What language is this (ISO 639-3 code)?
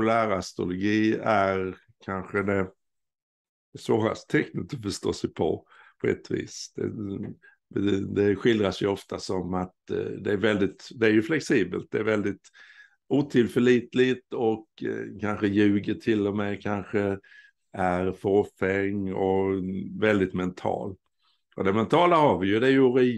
swe